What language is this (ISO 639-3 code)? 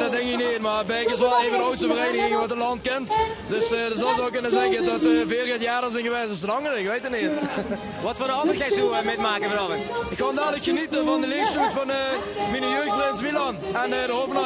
lim